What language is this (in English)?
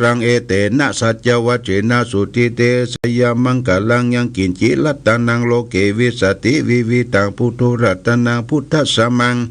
Pali